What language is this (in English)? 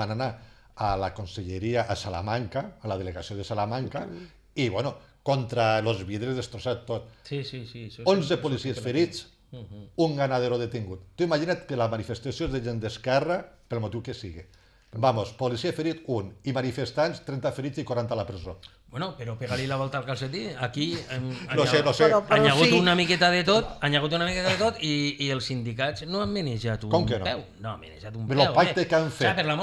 Catalan